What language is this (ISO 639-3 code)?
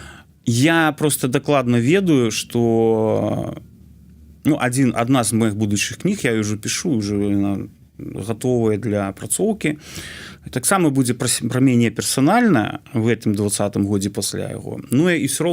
bel